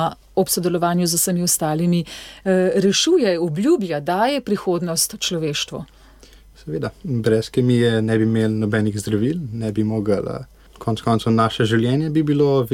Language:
Slovenian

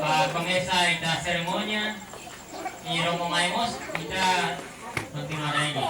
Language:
Tetum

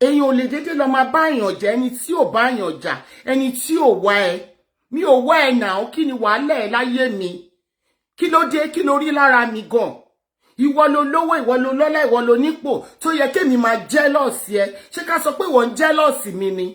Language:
Yoruba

